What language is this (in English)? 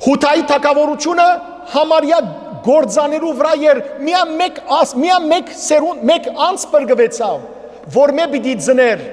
Western Armenian